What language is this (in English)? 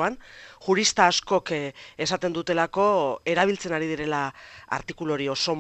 Basque